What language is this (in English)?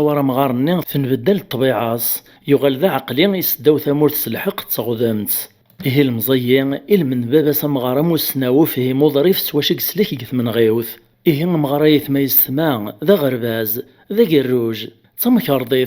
Kabyle